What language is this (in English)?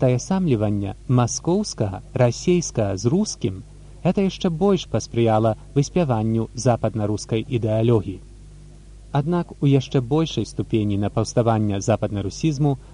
Belarusian